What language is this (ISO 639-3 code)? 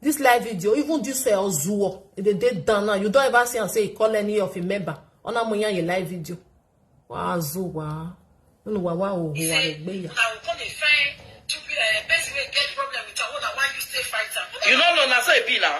pcm